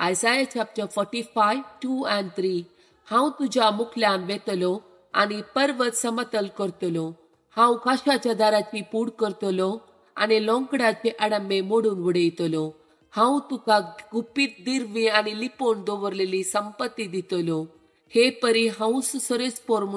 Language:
Konkani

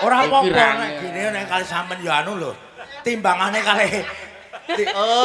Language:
Javanese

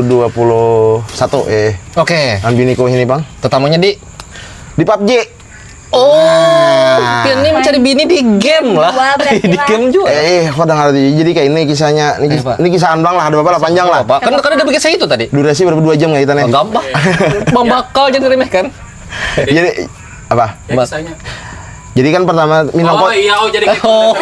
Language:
Banjar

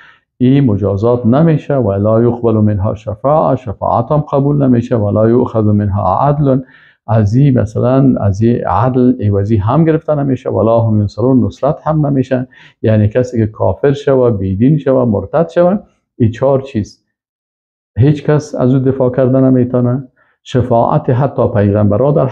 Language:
Persian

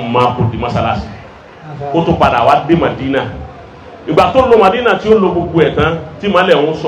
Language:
Yoruba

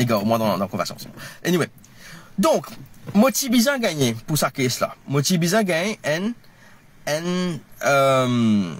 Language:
Morisyen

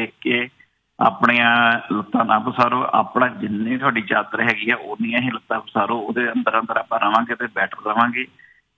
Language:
Punjabi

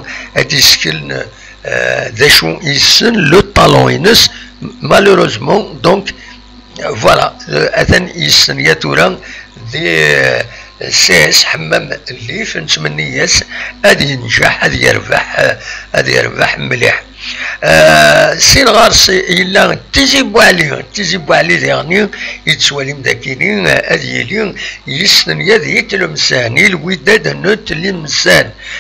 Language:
Kabyle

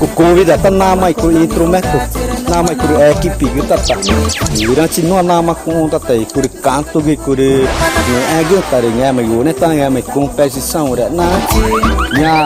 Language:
Ticuna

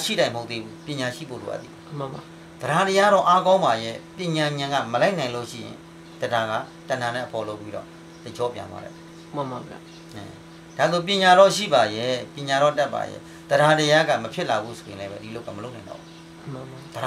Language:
Burmese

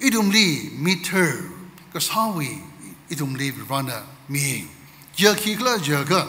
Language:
Tangkhul Naga (India)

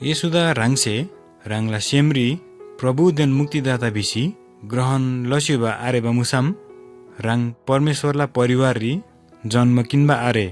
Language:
Eastern Tamang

